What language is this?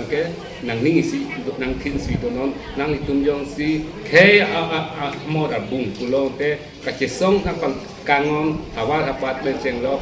Karbi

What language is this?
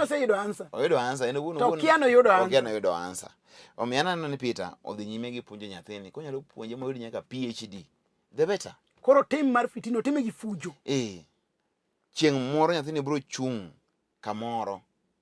Luo (Kenya and Tanzania)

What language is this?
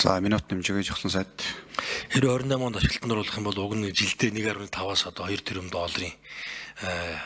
Mongolian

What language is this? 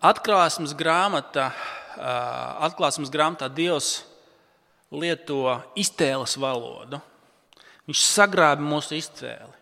Latvian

